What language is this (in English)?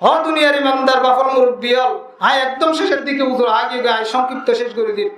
Rohingya